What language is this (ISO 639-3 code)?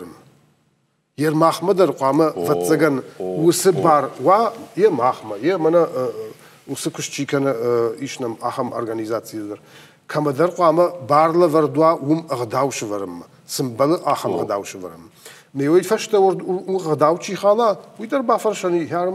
oss